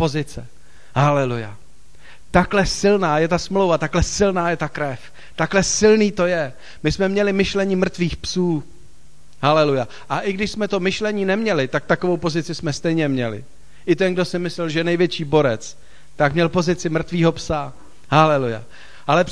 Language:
Czech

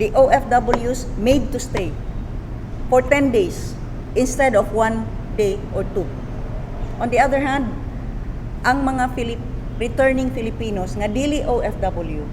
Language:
Cebuano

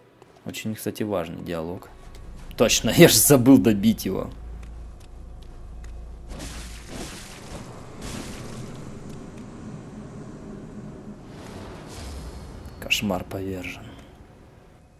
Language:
Russian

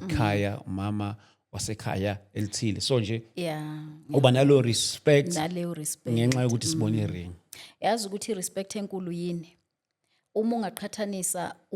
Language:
Zulu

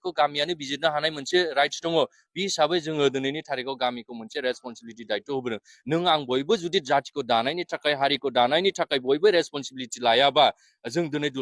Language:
Bodo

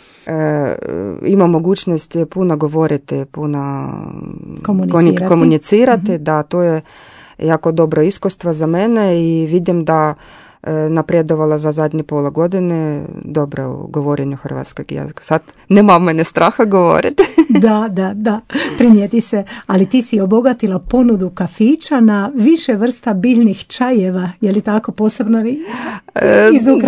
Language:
Croatian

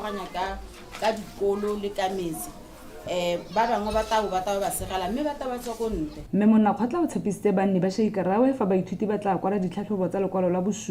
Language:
Tswana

